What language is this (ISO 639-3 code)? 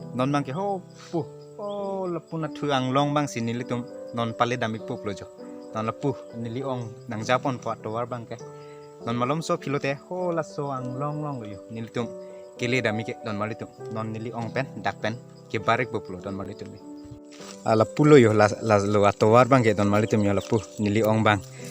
mjw